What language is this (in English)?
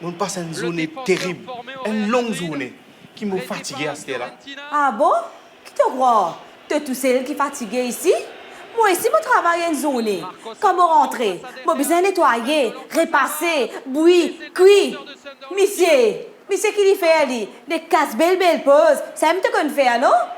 Morisyen